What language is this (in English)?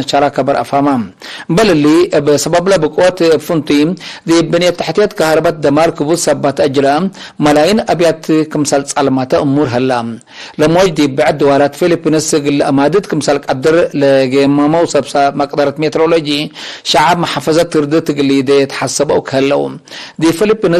Tigre